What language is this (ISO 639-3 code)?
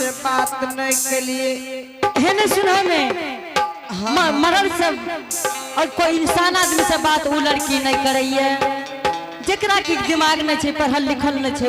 anp